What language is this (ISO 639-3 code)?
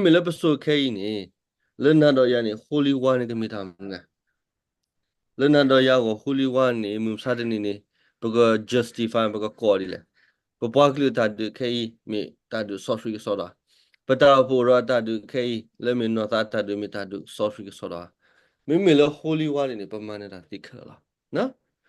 ksw